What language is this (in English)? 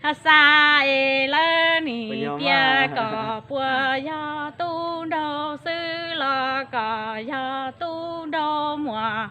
Hmong